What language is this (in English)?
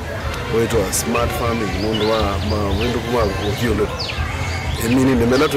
Kamba